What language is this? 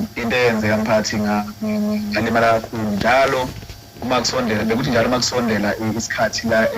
Zulu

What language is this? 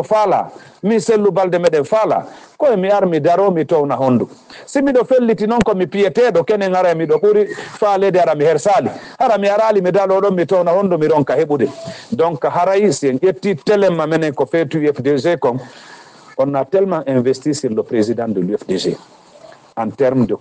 Fula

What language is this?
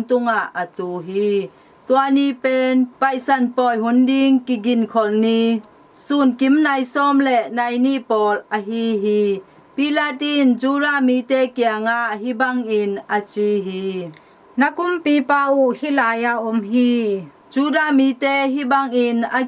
Tedim Chin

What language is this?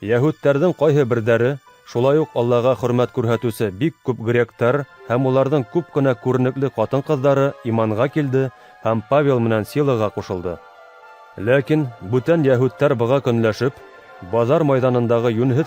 Bashkir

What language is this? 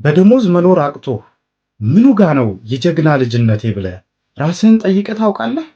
Amharic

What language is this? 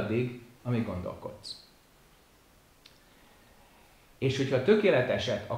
Hungarian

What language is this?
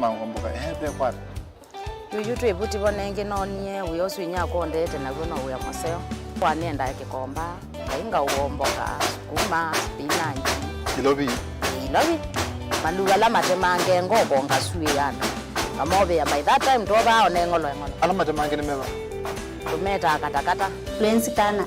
Kamba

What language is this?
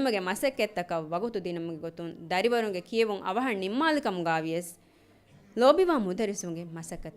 Divehi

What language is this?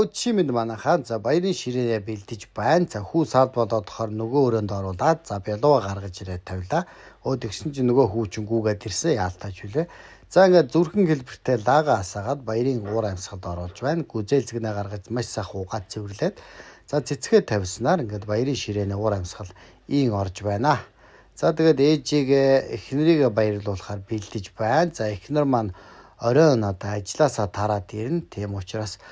Mongolian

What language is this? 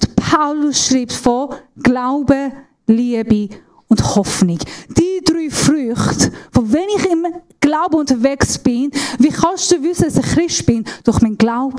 Swiss German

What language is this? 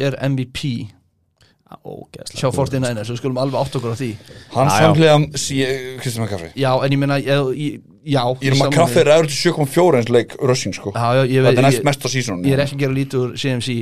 Icelandic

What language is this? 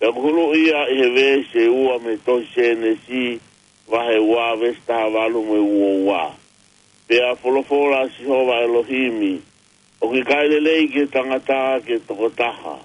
Tongan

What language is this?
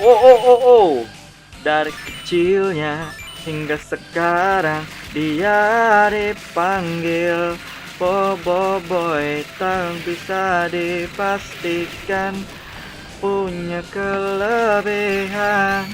Banjar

